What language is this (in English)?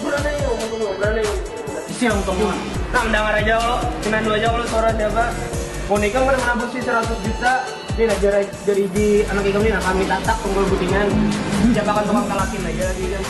Banjar